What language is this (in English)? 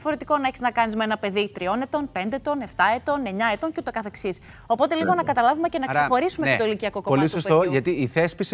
Greek